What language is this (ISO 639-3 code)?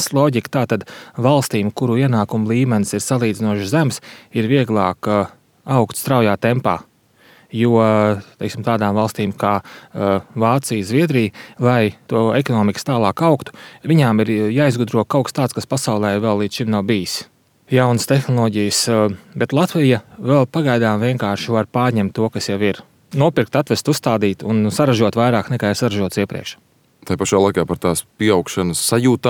lav